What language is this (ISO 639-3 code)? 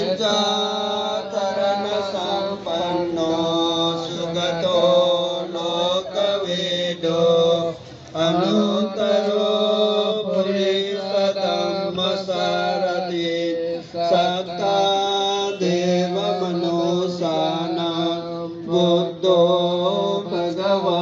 pli